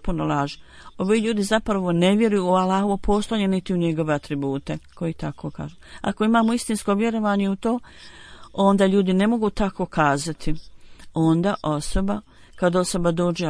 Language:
Bosnian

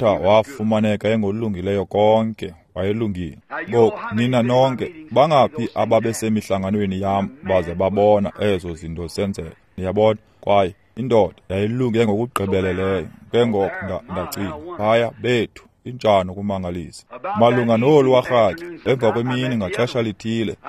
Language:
Xhosa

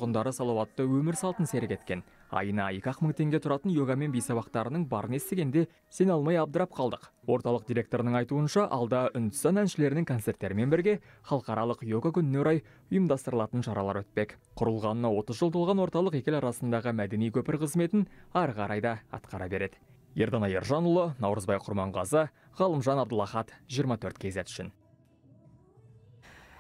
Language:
Kazakh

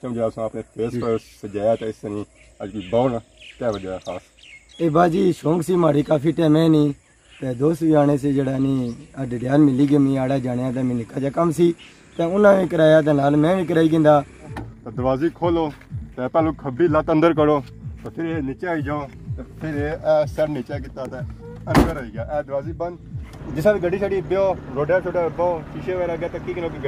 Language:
Pahari-Potwari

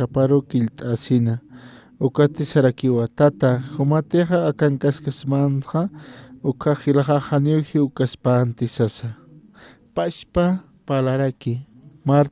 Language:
Aymara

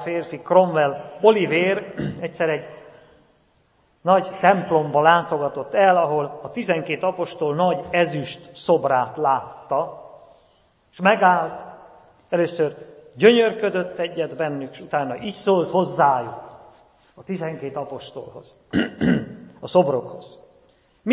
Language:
Hungarian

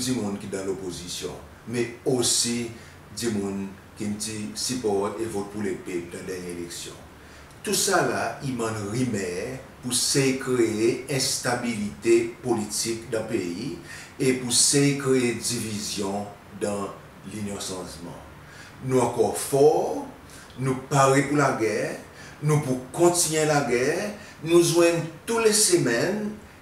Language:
Seselwa Creole French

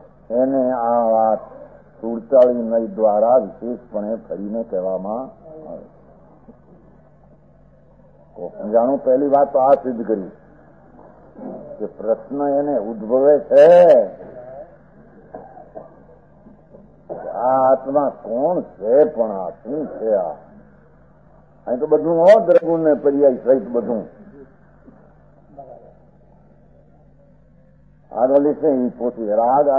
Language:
Gujarati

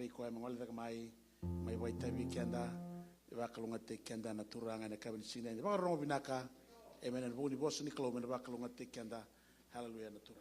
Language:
Fijian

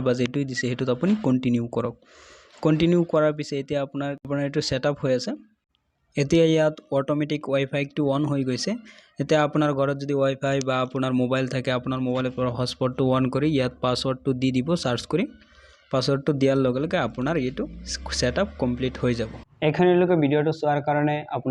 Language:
Assamese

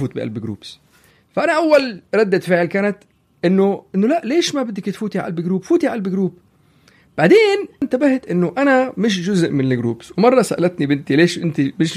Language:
North Levantine Arabic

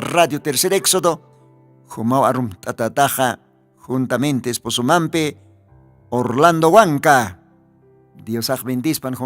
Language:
Aymara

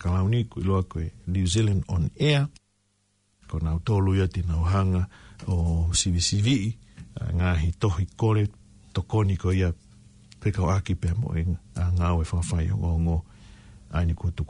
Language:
Tongan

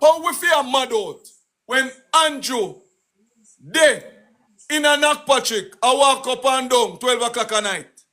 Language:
Jamaican Creole English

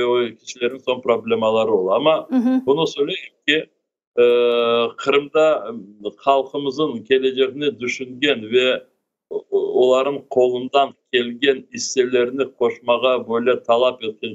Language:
Crimean Tatar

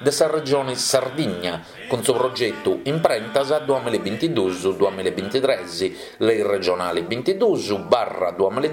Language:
Sardinian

